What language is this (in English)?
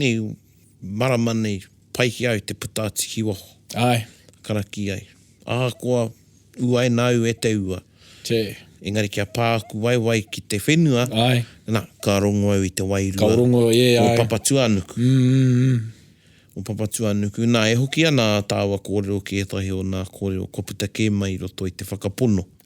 Māori